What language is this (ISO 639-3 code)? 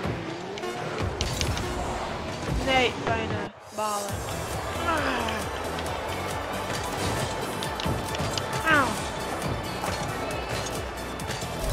nld